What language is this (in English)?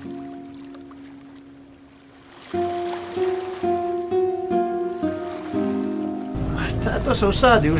Croatian